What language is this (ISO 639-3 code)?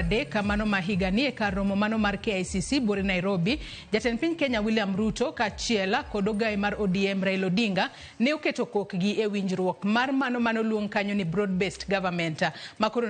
luo